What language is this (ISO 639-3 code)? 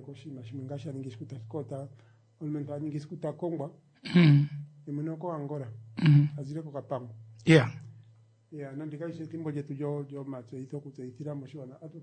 kua